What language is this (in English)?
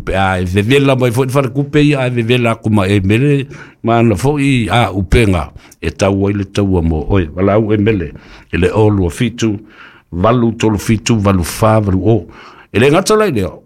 Samoan